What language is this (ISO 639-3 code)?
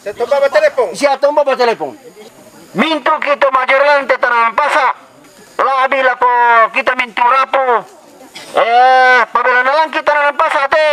sda